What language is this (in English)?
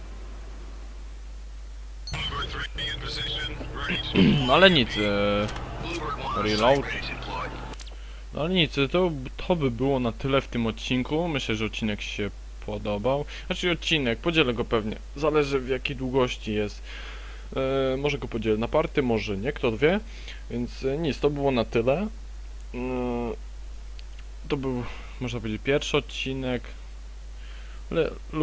Polish